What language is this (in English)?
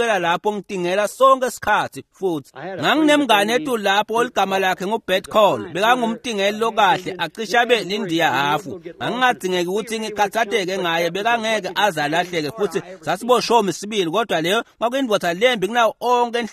Swati